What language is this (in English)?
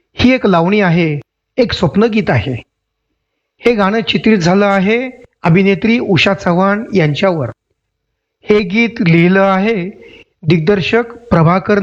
Marathi